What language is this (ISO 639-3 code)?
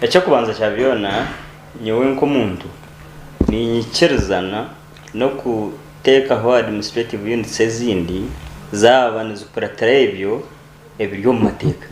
nyn